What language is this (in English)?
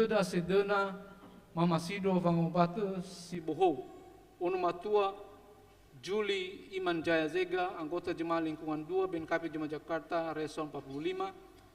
Nias